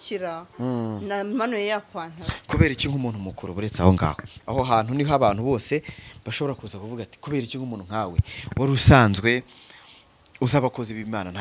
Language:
Kinyarwanda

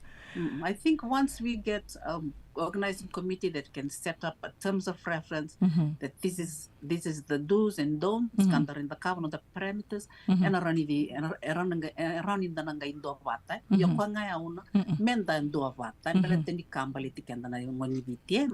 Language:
Fijian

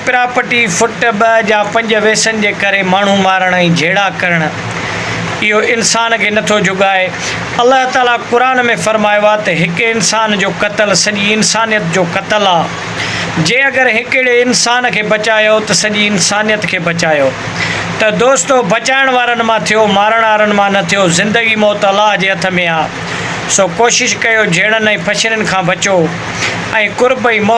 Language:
Sindhi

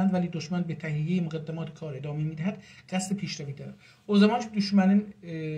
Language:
South Azerbaijani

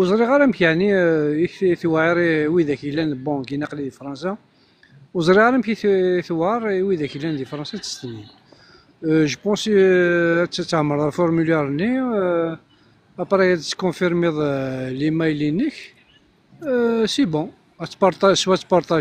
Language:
Kabyle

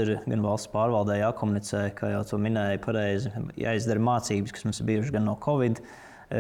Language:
Latvian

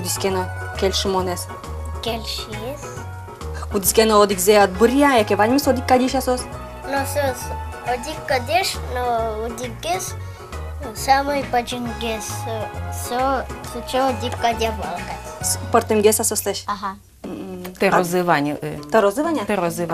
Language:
Udmurt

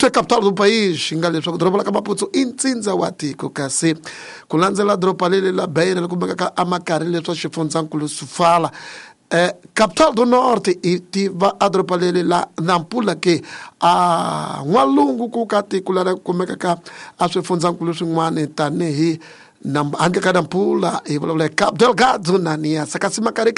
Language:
Tsonga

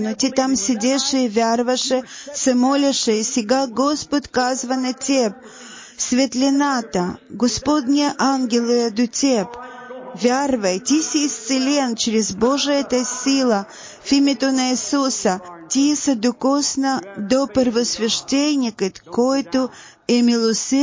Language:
Bulgarian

